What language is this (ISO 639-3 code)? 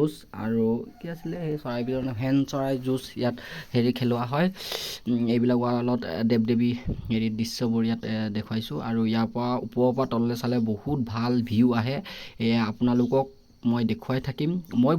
asm